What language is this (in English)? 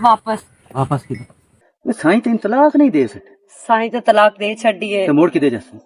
Western Panjabi